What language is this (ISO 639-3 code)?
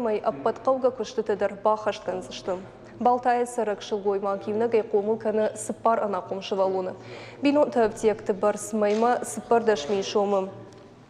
oss